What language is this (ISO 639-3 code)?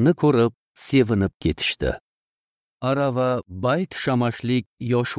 uzb